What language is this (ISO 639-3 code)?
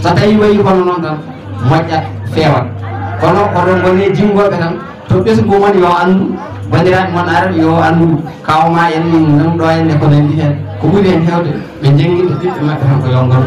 ful